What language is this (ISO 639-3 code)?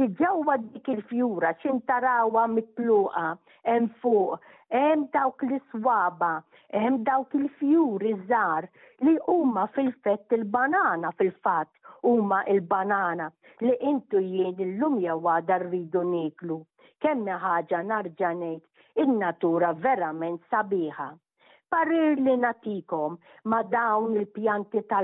mlt